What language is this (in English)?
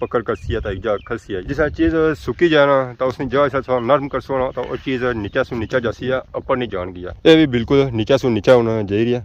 Pahari-Potwari